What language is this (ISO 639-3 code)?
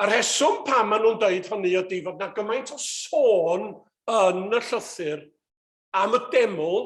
cym